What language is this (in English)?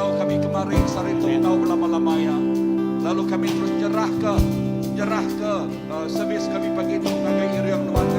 Iban